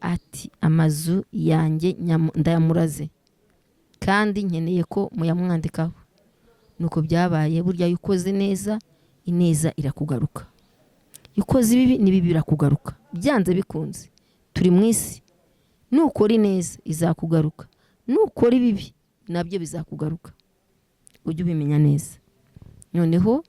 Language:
Kinyarwanda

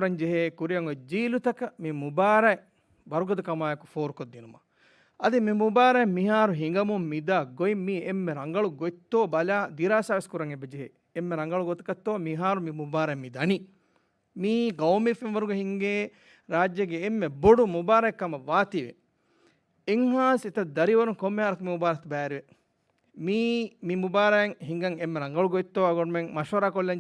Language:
Divehi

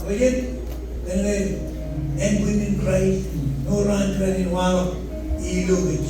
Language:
Marshallese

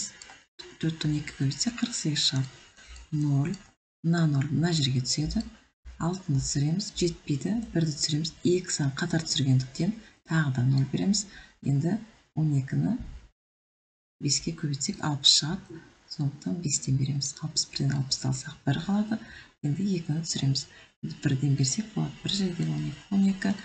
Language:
Kazakh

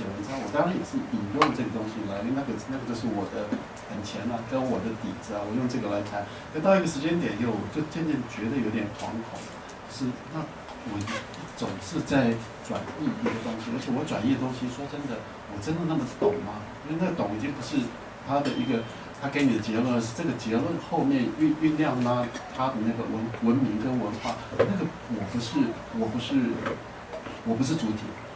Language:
Chinese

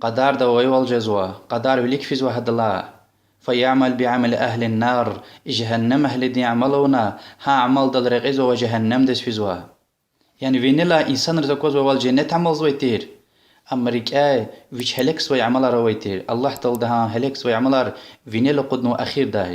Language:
Lezghian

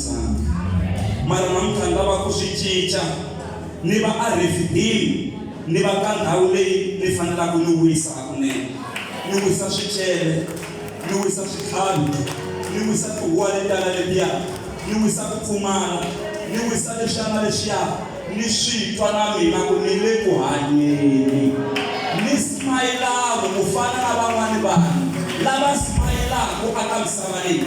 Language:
Tsonga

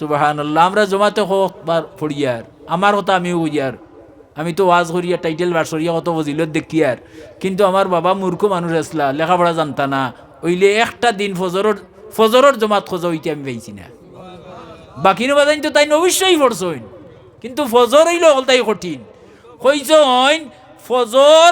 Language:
Sylheti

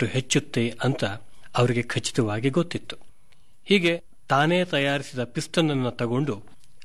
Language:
Kannada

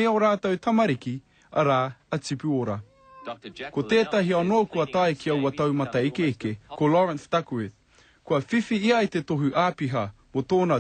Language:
Māori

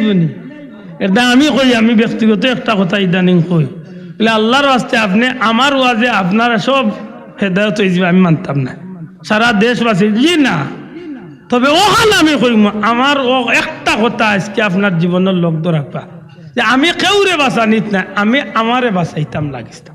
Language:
Sylheti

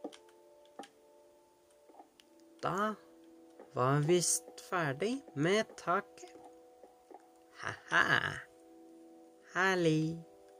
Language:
Norwegian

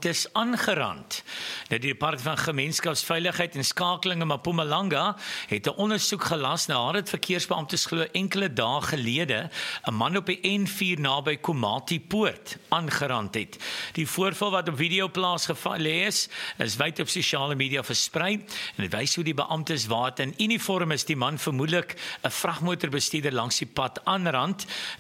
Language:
Afrikaans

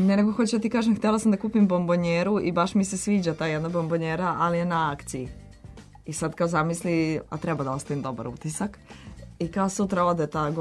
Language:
Serbian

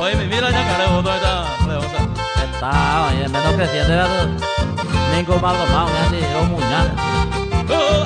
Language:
Guarani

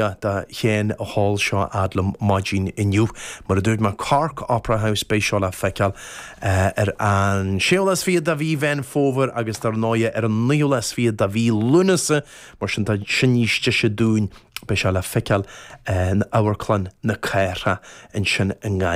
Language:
Irish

